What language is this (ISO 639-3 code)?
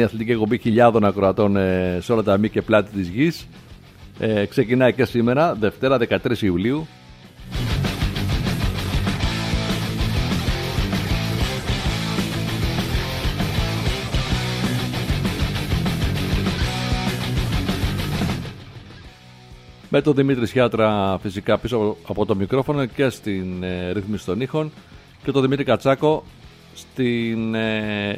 ell